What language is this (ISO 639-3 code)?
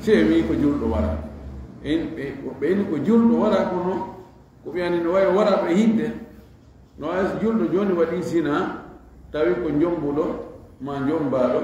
ful